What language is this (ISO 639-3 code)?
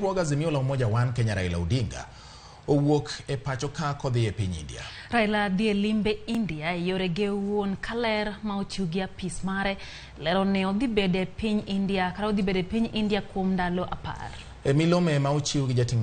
luo